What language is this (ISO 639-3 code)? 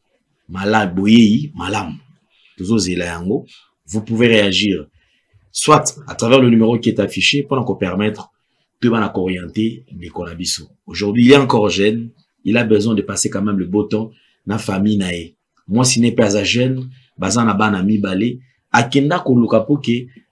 lin